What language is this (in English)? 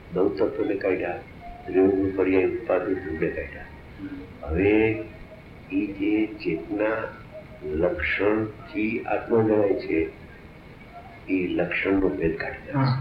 Gujarati